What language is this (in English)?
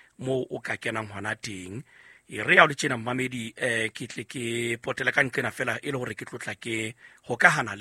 Southern Sotho